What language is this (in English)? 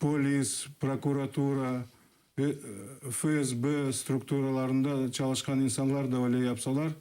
Crimean Tatar